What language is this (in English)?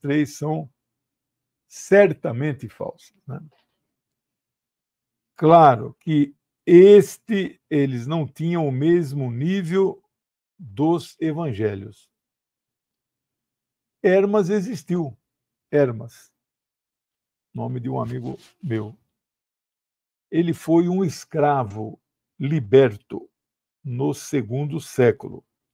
Portuguese